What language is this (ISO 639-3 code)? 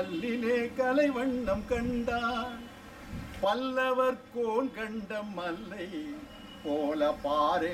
tam